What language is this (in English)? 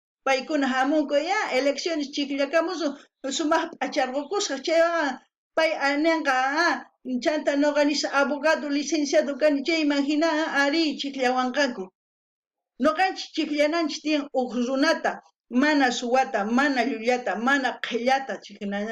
South Bolivian Quechua